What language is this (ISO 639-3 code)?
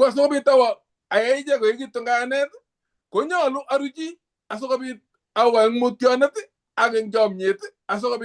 kln